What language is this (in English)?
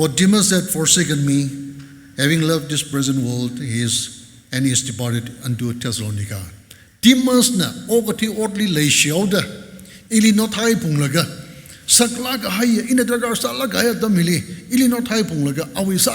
Tangkhul Naga (India)